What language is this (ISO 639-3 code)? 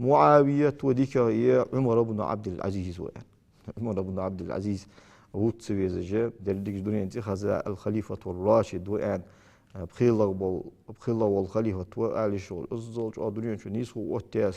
inh